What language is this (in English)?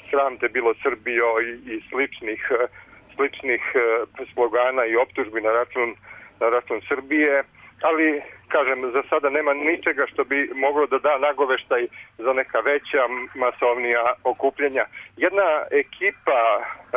Serbian